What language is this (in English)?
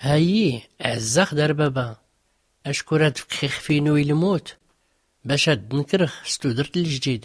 Tachelhit